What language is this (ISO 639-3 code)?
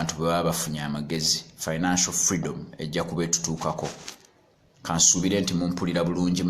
lug